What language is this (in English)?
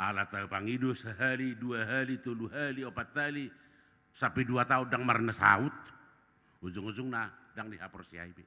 Batak Toba